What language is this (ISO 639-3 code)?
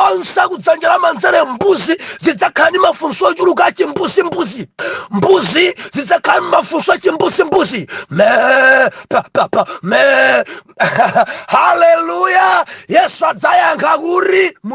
nya